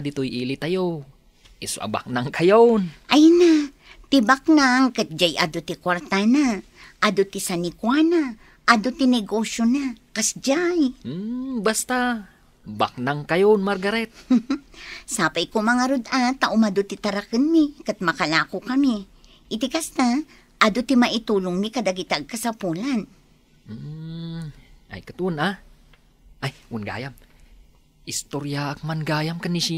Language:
Iloko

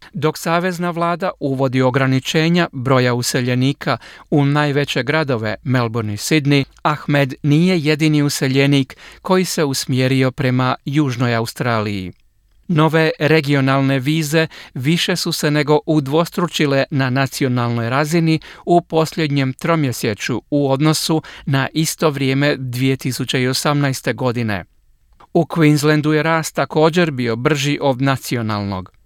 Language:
Croatian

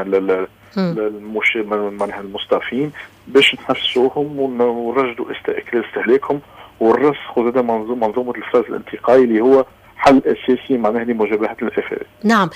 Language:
Tunisian Arabic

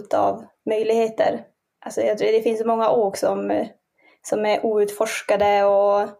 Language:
Swedish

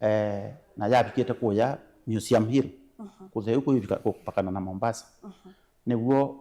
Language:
Kamba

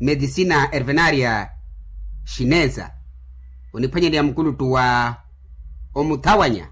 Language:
Makhuwa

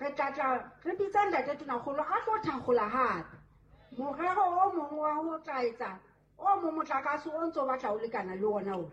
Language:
Southern Sotho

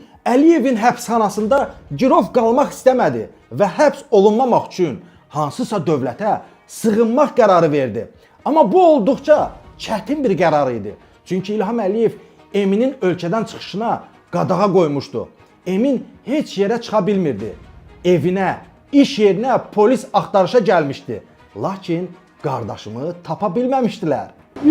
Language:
Azerbaijani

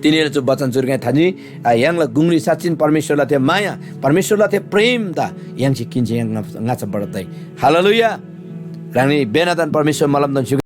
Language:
Eastern Tamang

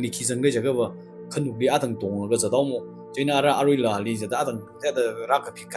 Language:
Tangkhul Naga (India)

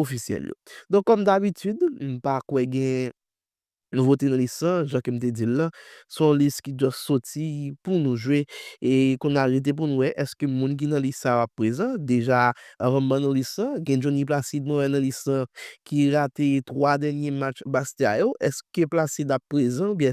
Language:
Haitian Creole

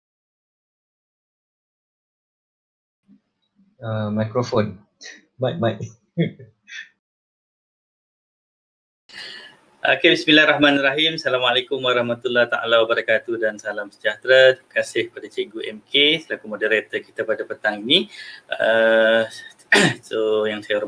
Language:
Malay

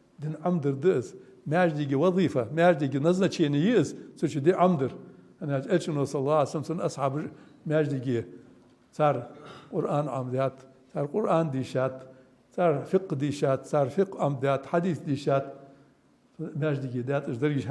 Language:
Ingush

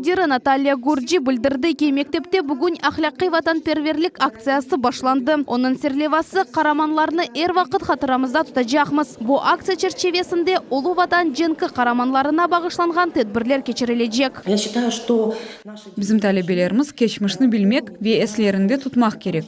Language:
Crimean Tatar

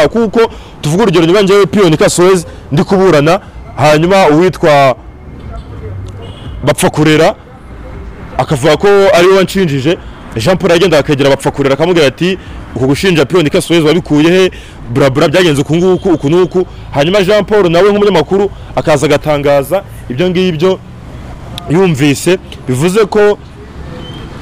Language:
Kinyarwanda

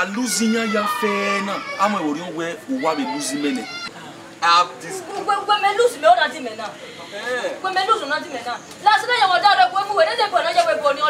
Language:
Bini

